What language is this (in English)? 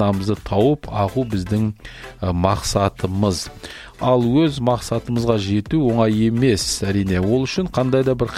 Kazakh